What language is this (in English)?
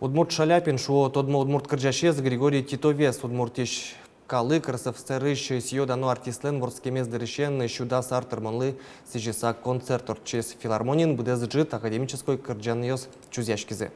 Udmurt